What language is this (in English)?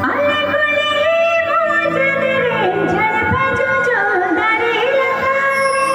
Santali